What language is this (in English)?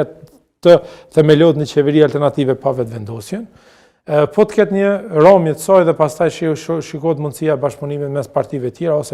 Albanian